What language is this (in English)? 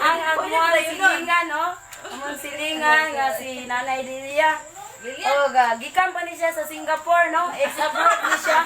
Cebuano